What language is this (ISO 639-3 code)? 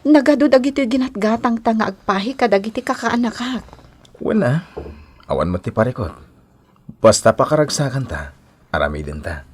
ilo